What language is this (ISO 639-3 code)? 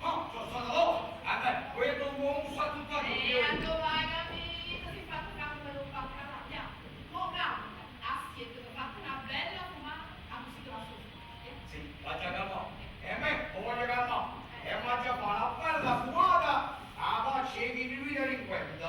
nap